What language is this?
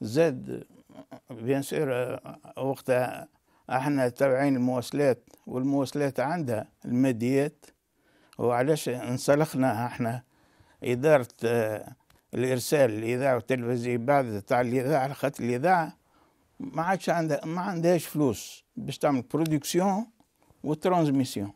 Tunisian Arabic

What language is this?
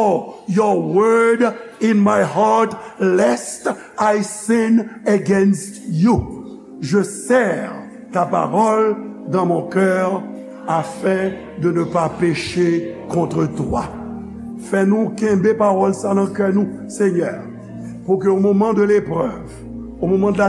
Haitian Creole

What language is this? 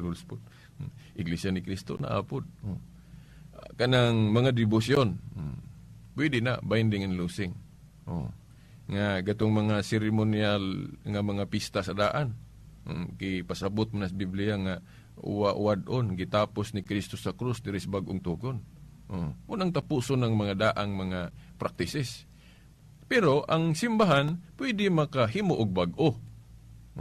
Cebuano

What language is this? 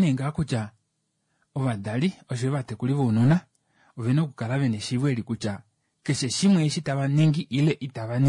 Kuanyama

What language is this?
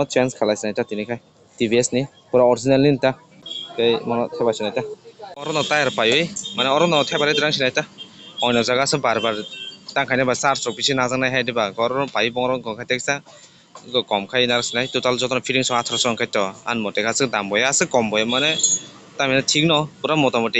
Kok Borok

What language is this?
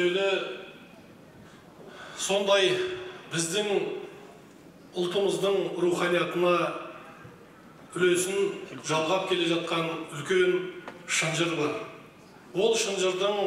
Kazakh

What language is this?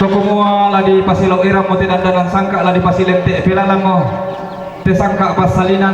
Toraja-Sa'dan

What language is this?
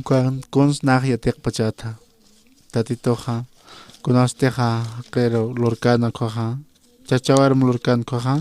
Aymara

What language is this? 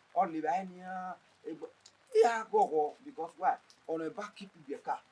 Bini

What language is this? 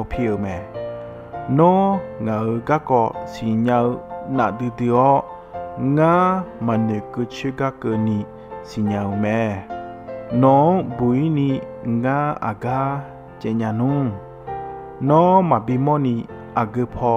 Akha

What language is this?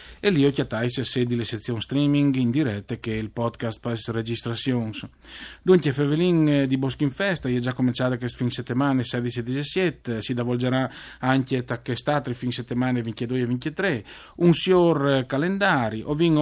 Friulian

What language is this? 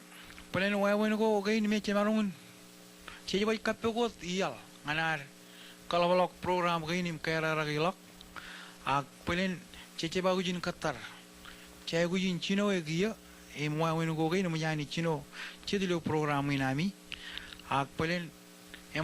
Marshallese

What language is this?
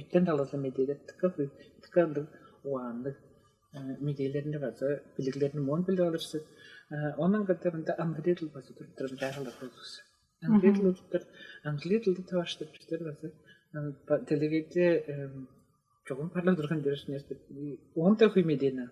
Tuvinian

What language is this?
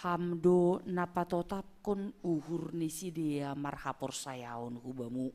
Batak Simalungun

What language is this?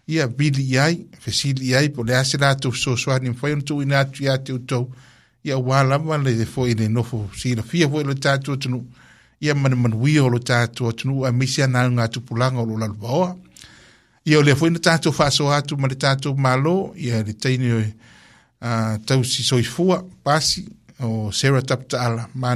Samoan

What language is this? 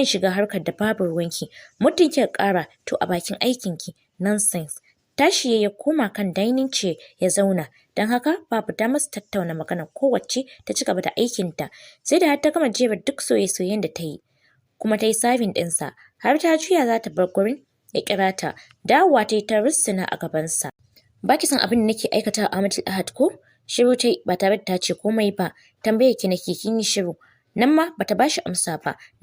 Hausa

